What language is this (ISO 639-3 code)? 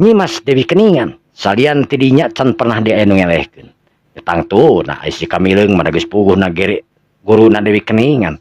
sun